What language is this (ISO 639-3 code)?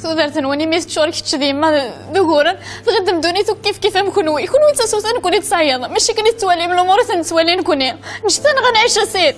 kab